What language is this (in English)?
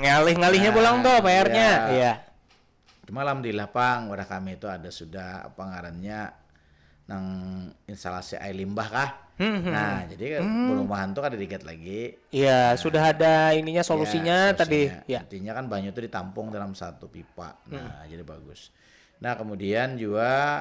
Banjar